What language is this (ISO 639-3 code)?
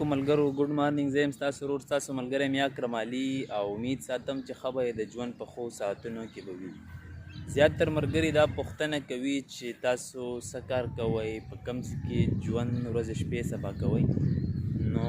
pus